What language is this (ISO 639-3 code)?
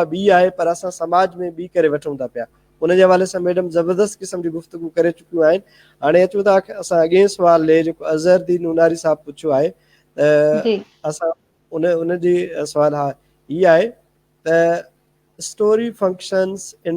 snd